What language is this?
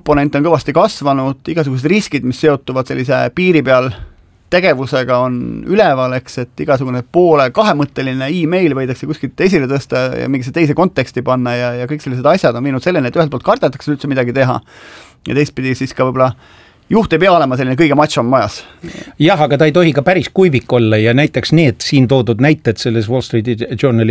Estonian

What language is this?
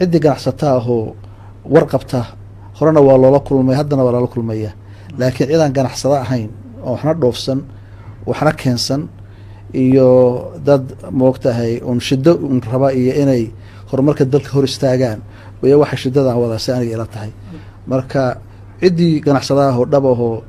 Somali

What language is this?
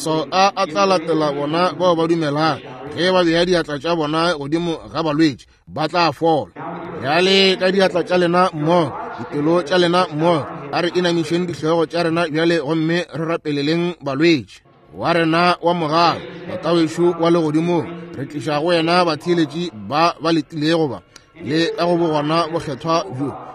Northern Sotho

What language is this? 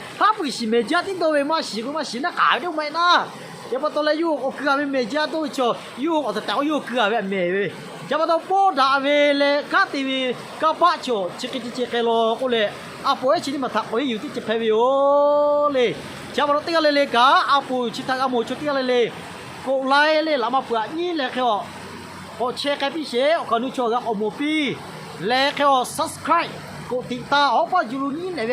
Lahu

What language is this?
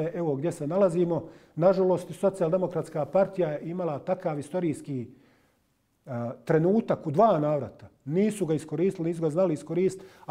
Bosnian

